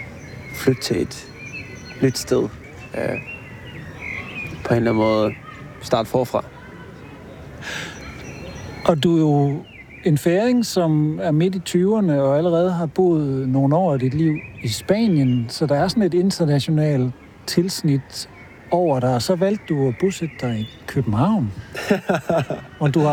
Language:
Danish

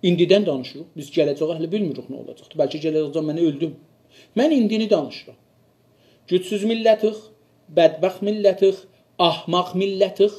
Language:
South Azerbaijani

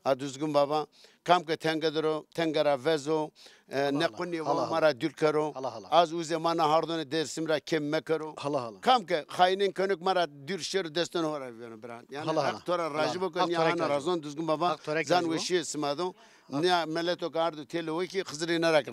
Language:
Zaza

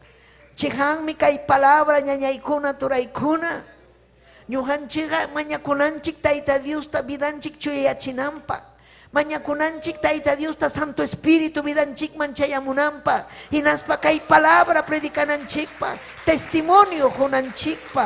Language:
Ayacucho Quechua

